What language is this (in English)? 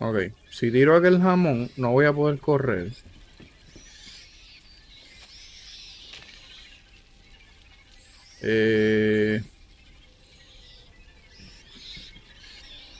Spanish